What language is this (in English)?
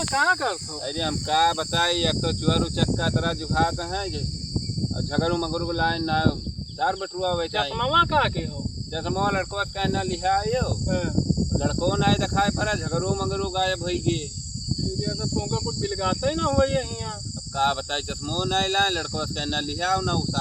Awadhi